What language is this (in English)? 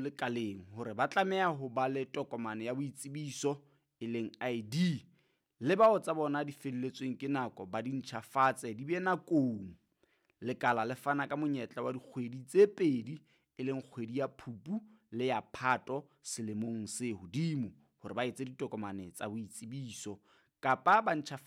Southern Sotho